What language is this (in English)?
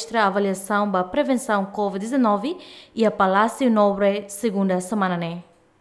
Tetum